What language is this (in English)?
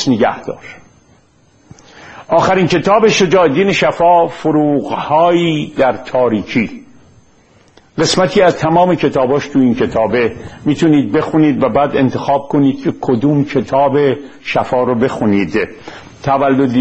Persian